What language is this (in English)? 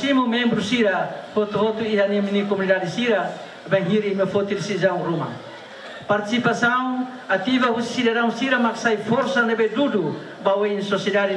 Tetum